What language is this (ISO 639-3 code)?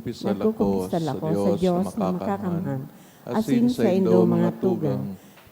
bik